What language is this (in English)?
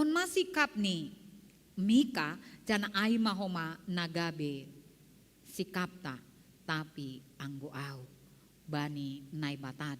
Batak Simalungun